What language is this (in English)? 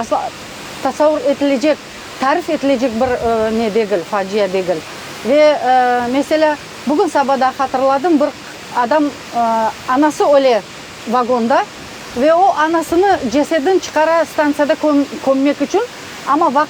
Crimean Tatar